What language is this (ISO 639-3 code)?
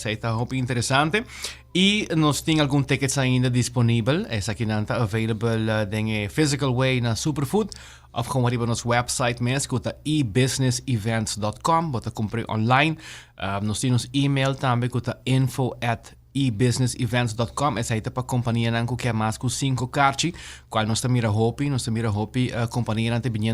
pap